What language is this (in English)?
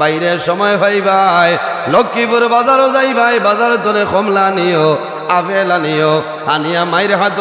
Sylheti